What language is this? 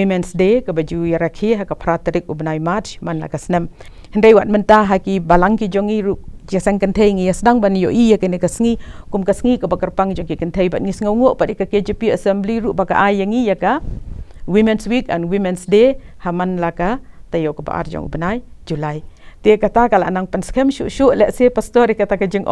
Khasi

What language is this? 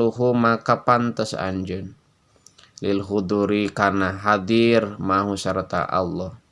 Sundanese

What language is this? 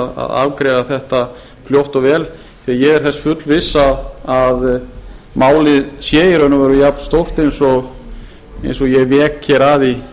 Icelandic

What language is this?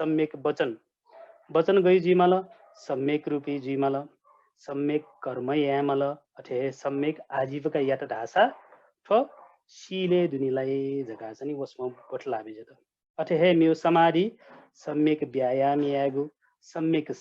Newari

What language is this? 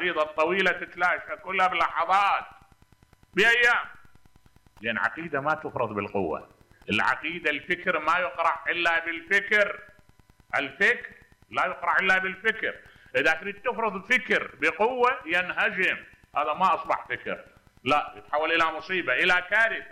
Mesopotamian Arabic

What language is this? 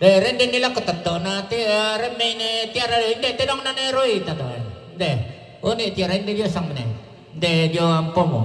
Toraja-Sa'dan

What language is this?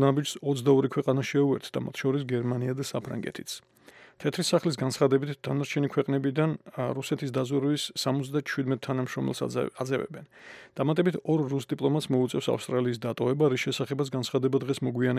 Georgian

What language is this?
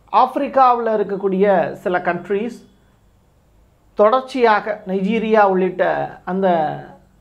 Tamil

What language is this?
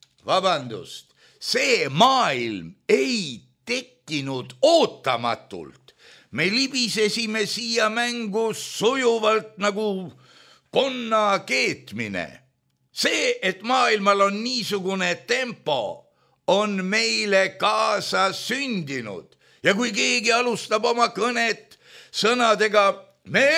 Estonian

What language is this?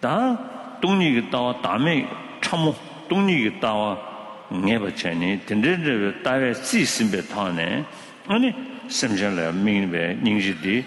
Tibetan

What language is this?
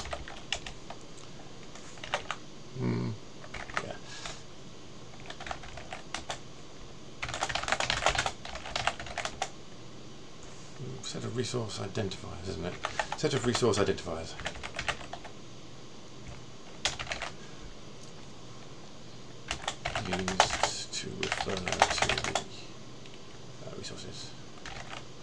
English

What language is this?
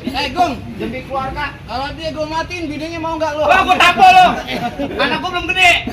Betawi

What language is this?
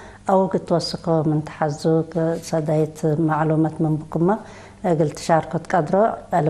Tigre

